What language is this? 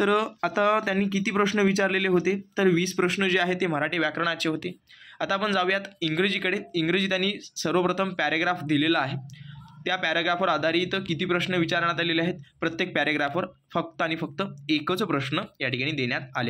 Marathi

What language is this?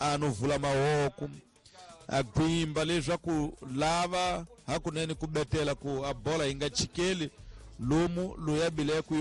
Tsonga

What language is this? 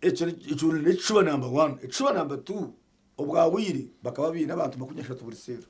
Nyankole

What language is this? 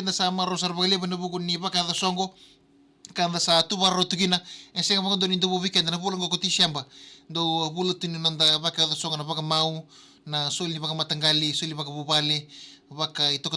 Fijian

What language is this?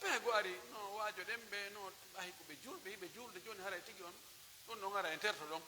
Pular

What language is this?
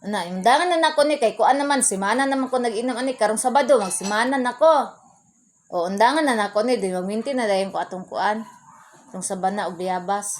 Cebuano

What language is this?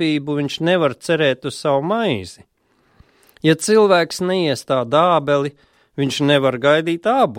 Latvian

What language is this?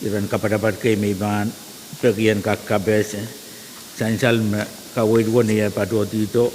Pohnpeian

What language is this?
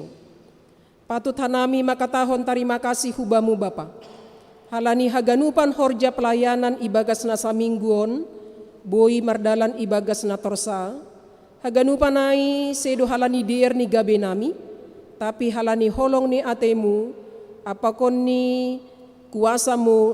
Batak Simalungun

